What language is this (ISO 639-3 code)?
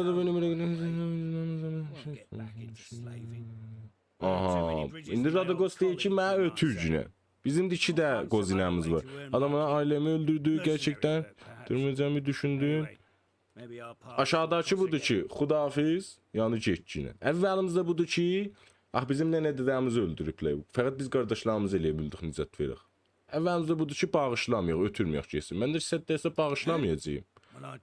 azb